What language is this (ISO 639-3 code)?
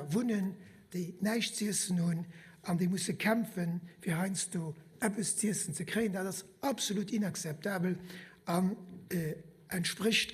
ltz